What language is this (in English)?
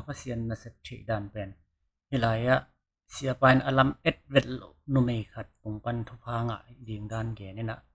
Tedim Chin